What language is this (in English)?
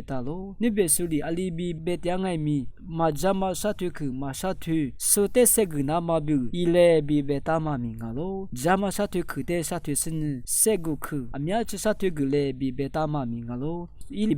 Lisu